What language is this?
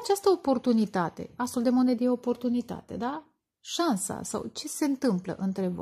Romanian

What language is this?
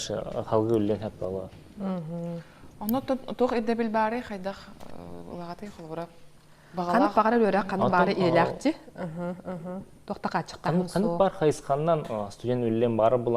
Yakut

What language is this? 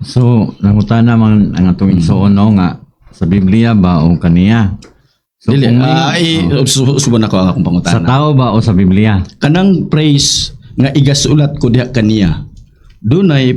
Cebuano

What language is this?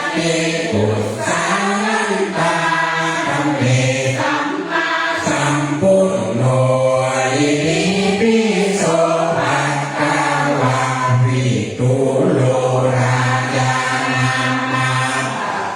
Pali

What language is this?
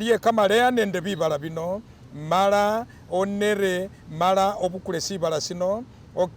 Masaaba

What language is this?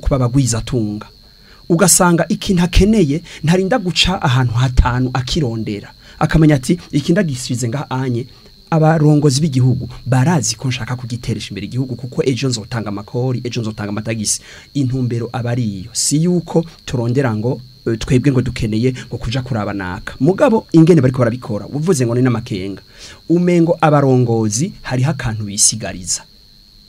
Rundi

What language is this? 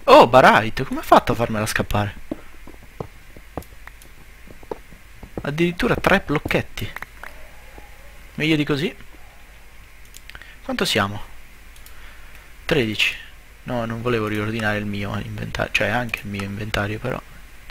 Italian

